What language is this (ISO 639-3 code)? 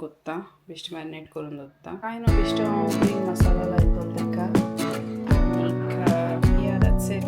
kok